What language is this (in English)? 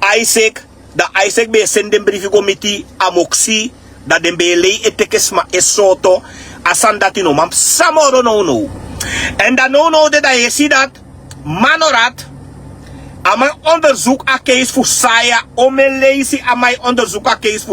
Sranan Tongo